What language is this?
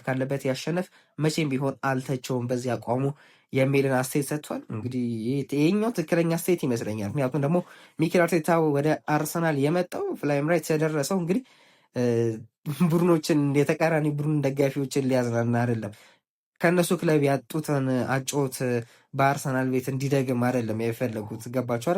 Amharic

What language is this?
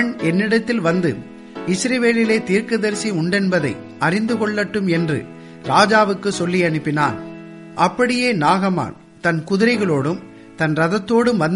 Tamil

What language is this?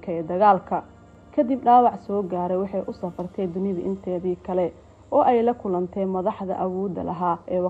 Somali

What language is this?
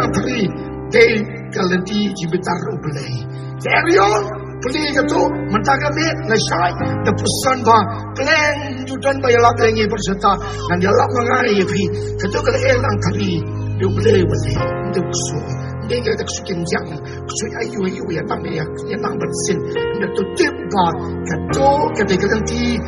Khasi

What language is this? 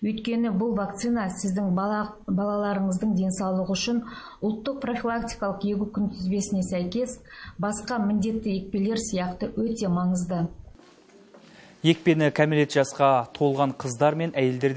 Kazakh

